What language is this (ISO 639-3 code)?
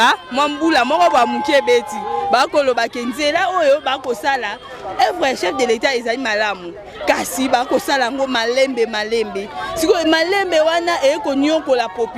lin